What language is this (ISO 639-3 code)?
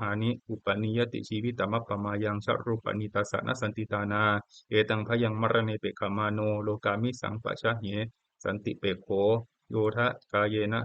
pli